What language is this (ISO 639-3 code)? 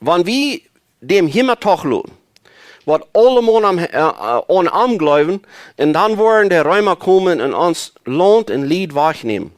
pdt